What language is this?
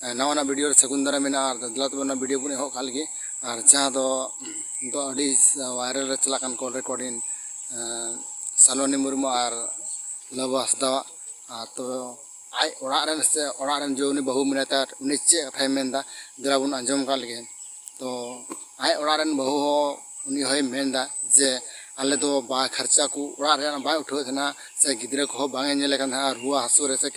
Santali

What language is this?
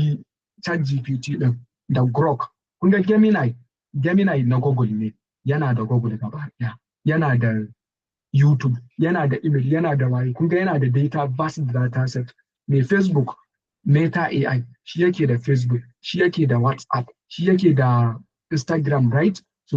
Hausa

